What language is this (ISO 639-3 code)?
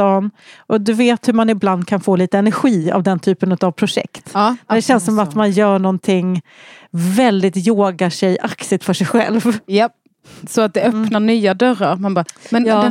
swe